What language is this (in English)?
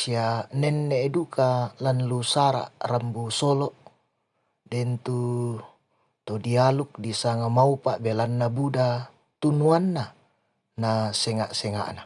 Toraja-Sa'dan